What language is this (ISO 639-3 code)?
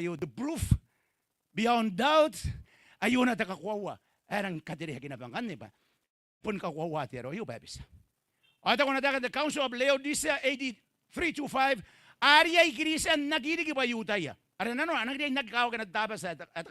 gil